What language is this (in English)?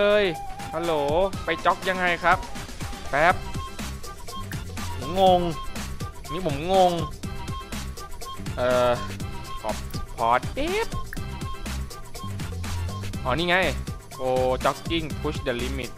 Thai